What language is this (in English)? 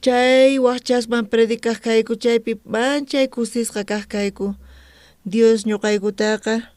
South Bolivian Quechua